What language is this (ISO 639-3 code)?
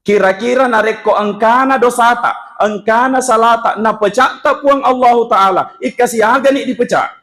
bug